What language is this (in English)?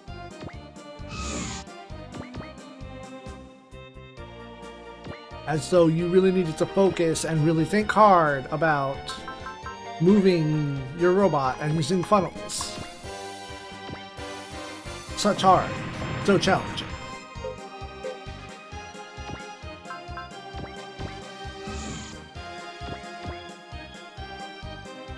English